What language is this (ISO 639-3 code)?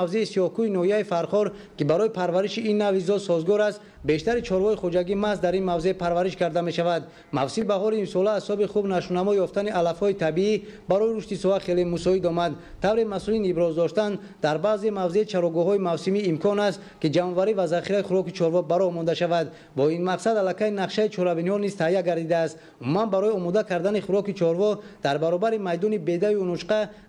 tgk